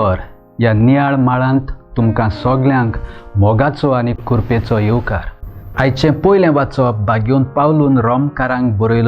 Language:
Konkani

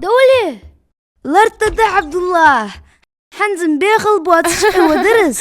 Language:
Ingush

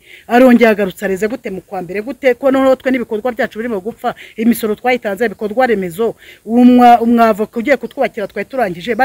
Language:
Kinyarwanda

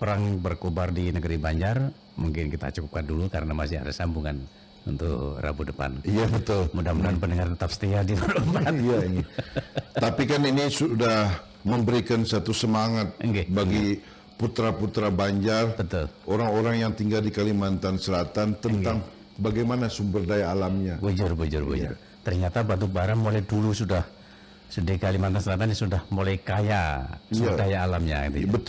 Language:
Banjar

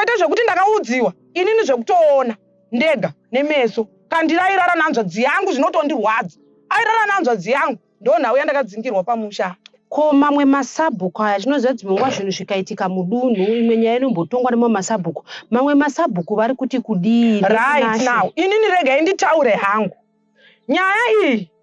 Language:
Shona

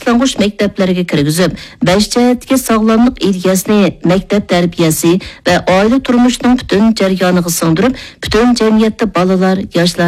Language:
Uyghur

